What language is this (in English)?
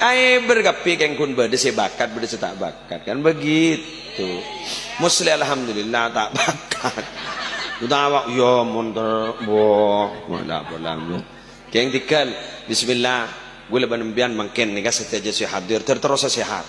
Madurese